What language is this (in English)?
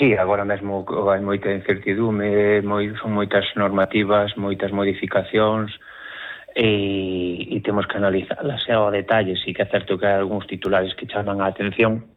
Galician